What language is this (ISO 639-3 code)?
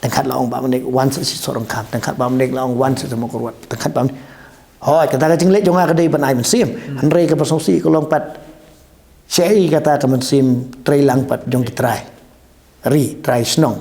kha